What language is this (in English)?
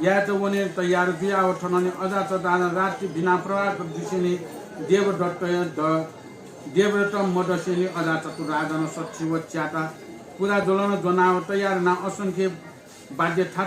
Newari